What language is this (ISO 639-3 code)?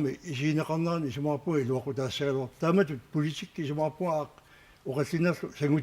kal